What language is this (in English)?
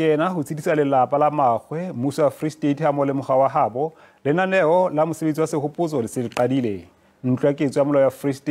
Southern Sotho